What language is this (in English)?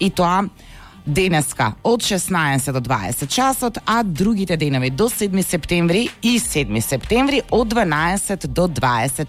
Macedonian